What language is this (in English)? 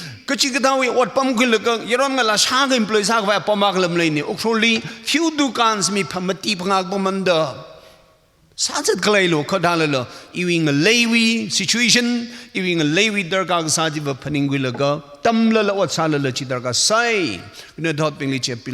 Tangkhul Naga (India)